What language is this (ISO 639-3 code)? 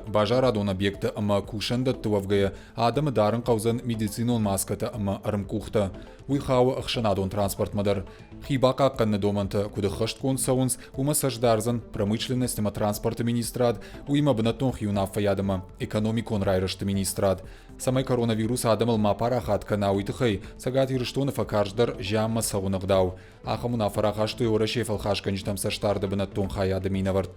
oss